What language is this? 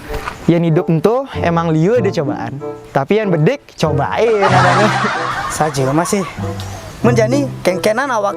Balinese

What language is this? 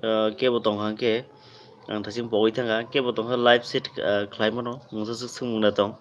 Kok Borok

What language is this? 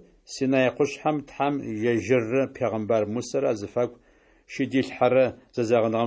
Adyghe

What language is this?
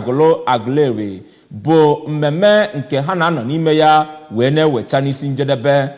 Igbo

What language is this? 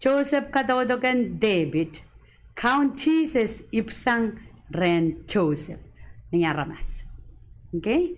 Pohnpeian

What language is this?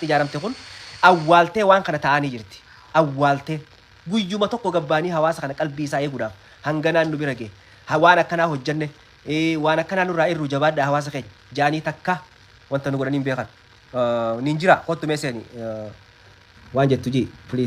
Oromo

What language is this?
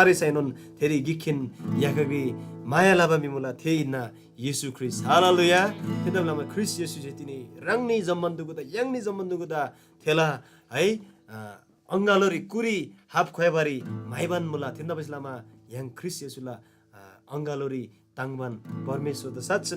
Eastern Tamang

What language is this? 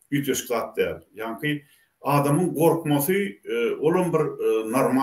Turkmen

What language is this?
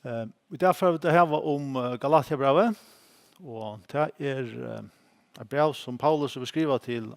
Faroese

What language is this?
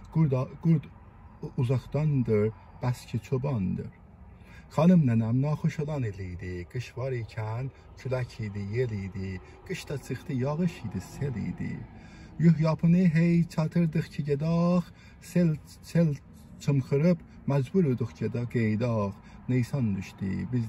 South Azerbaijani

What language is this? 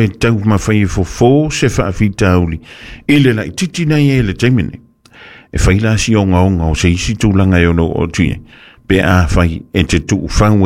Samoan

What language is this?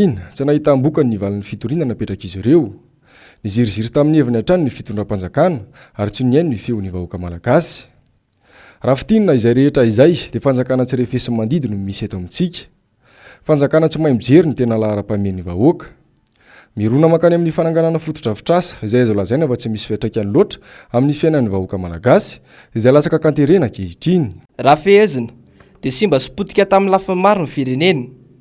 Malagasy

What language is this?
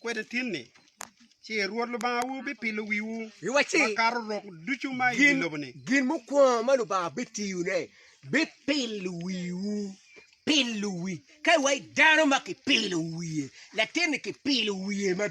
Acoli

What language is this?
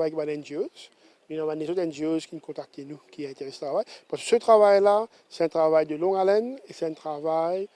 Morisyen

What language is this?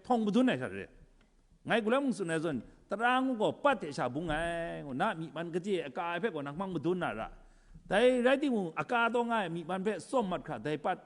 Kachin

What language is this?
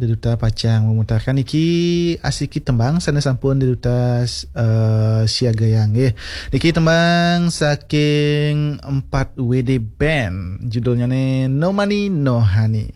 Balinese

